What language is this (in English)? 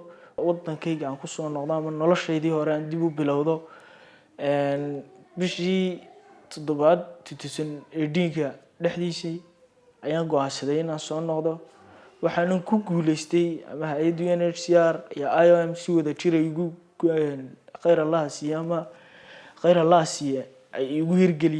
Somali